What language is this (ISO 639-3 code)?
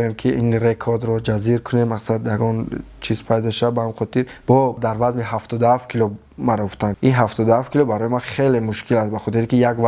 tgk